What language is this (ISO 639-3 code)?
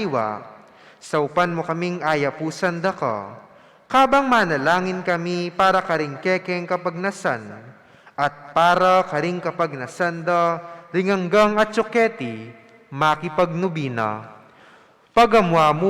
pam